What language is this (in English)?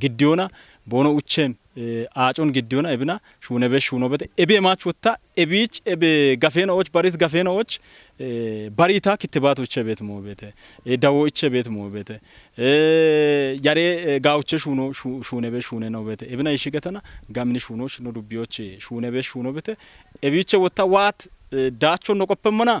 Kafa